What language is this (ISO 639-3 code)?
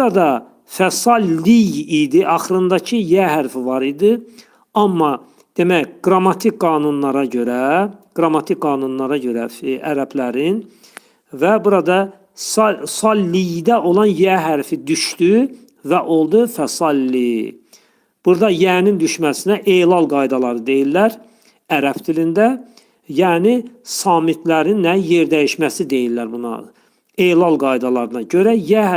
aze